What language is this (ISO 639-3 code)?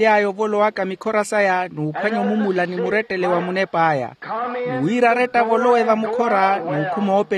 vmw